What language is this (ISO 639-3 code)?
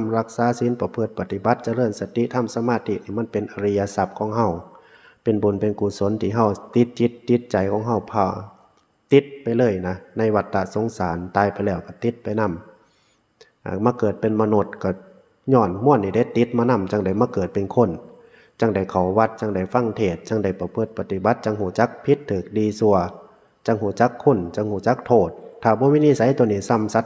tts